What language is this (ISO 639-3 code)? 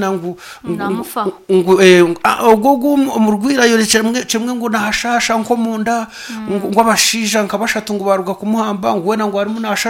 nyn